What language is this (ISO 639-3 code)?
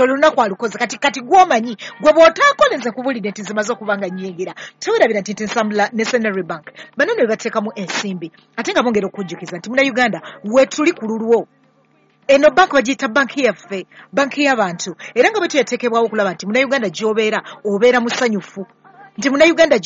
lug